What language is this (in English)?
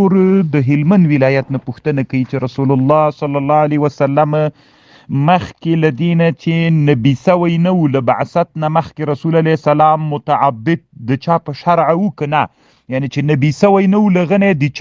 Pashto